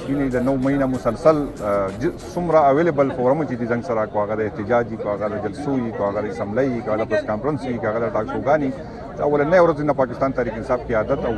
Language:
Pashto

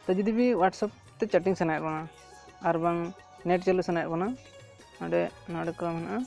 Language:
Santali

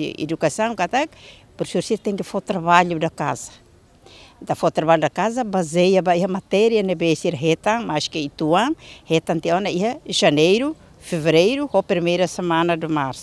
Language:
Tetum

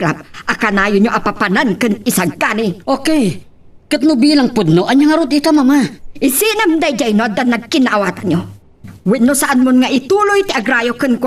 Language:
Iloko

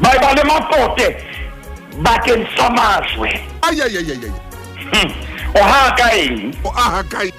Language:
Southern Sotho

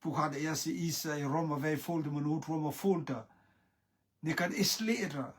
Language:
Rotuman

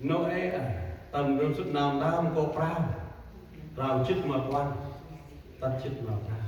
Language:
Central Mnong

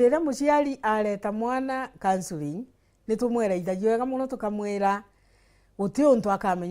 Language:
Meru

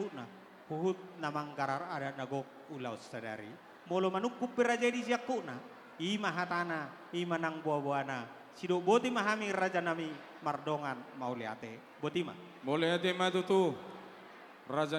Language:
Batak Toba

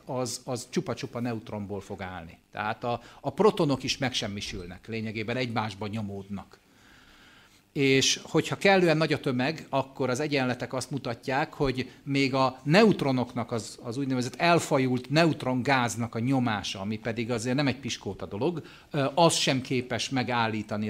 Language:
Hungarian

